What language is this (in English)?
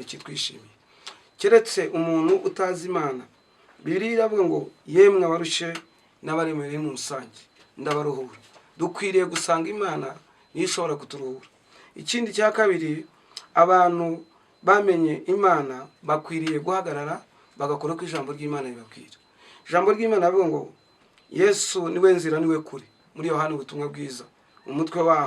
Kinyarwanda